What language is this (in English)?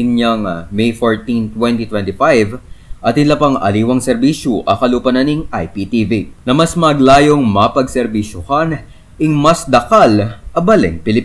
Pampanga